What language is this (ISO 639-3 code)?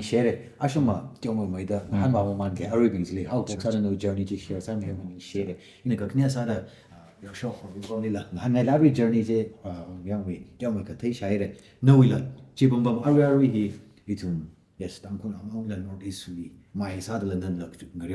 nmf